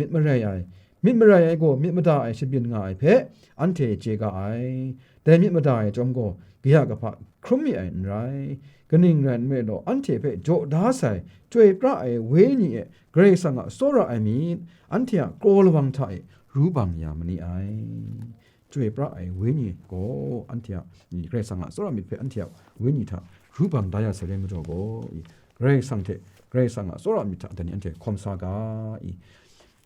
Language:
Kachin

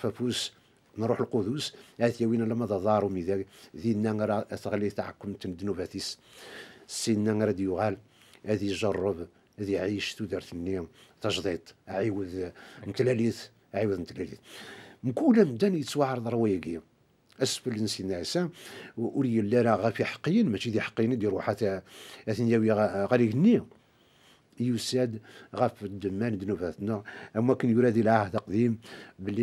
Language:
Kabyle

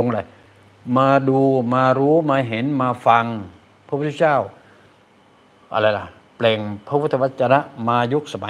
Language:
Thai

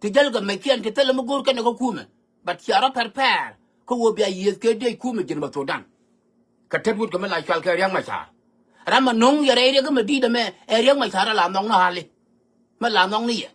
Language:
Nuer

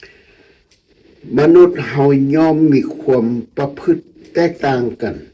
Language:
Lao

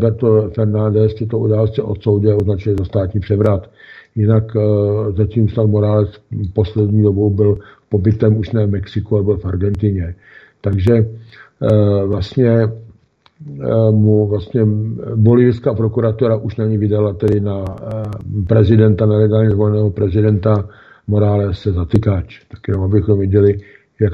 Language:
Czech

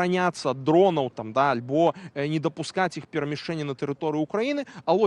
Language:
Belarusian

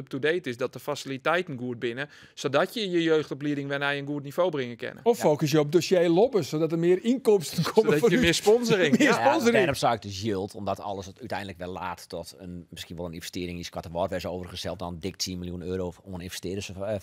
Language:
Western Frisian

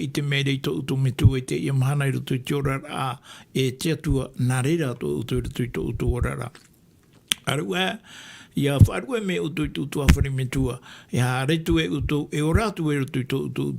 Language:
Tahitian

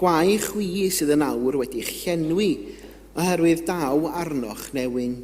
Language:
Welsh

